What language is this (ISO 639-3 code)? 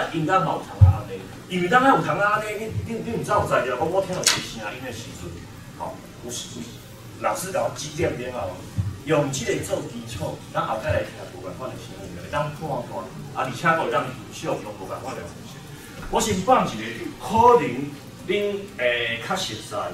nan